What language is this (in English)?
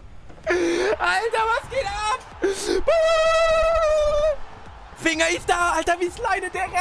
German